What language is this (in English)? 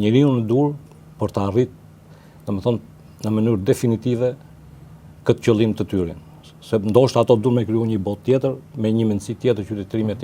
Albanian